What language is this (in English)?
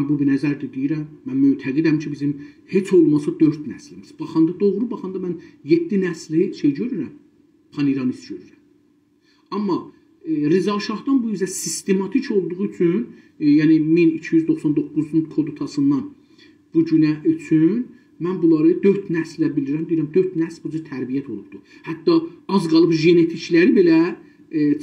South Azerbaijani